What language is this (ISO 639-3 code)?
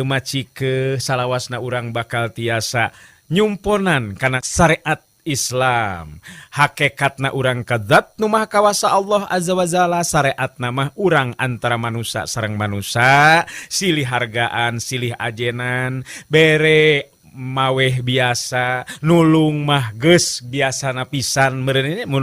sun